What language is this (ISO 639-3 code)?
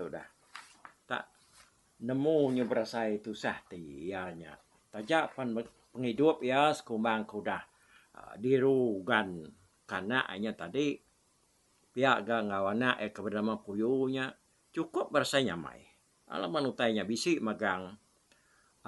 iba